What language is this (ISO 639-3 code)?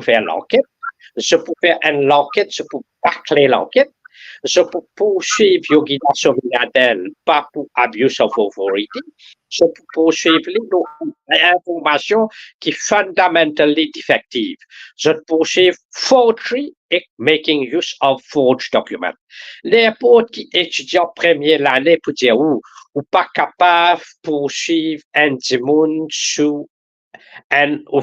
mfe